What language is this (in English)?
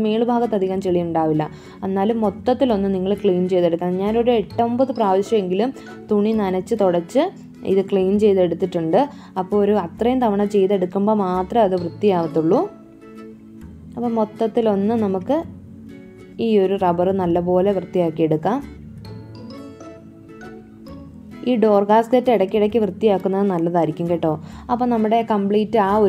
Malayalam